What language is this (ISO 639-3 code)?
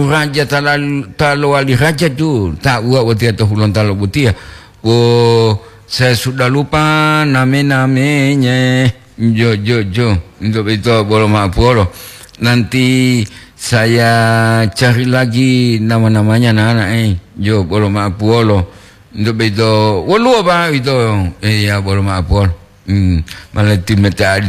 gor